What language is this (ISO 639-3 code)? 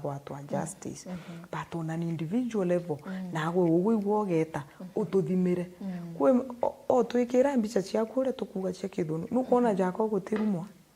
mer